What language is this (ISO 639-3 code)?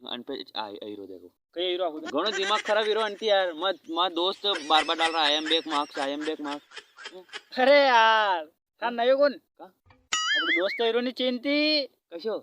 raj